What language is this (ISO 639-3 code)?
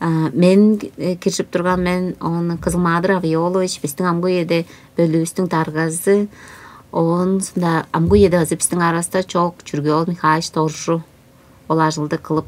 tyv